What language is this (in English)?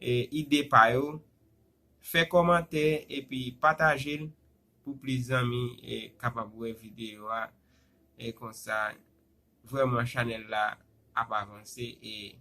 Haitian Creole